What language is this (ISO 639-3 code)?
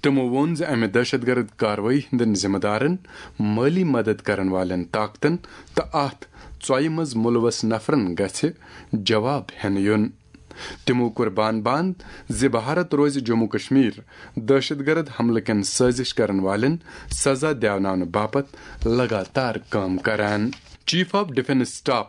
kas